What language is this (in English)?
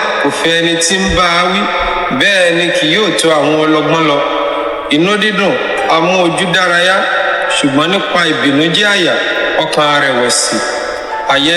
Yoruba